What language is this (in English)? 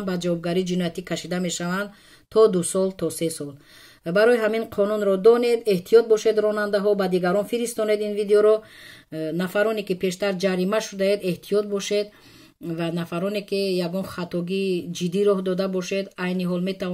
Tajik